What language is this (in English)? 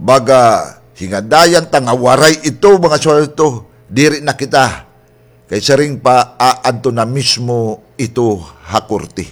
Waray